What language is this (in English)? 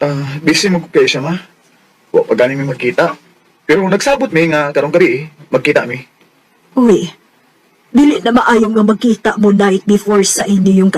Cebuano